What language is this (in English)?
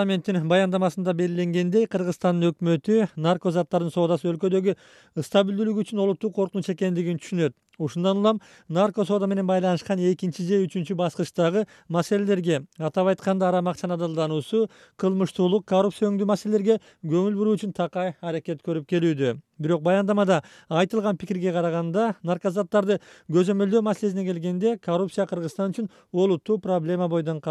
Kyrgyz